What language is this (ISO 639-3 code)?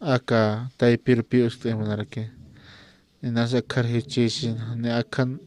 aym